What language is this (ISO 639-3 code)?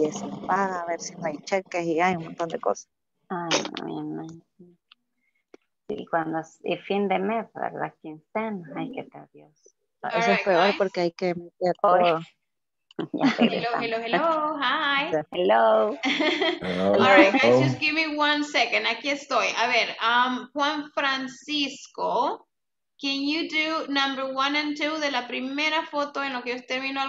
spa